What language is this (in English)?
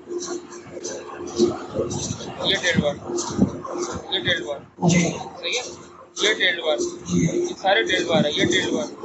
Hindi